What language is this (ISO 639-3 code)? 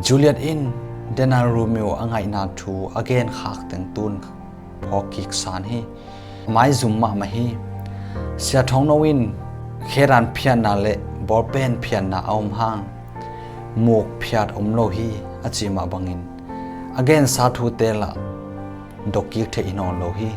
ctd